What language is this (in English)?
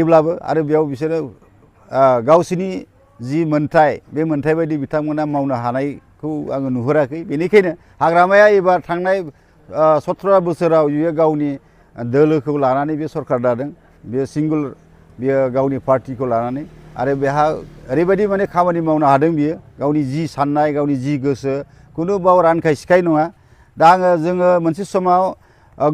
Bodo